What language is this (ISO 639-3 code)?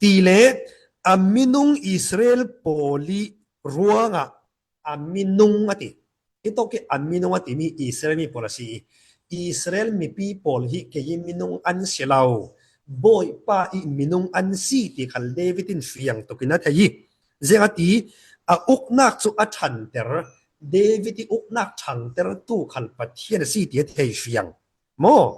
cfm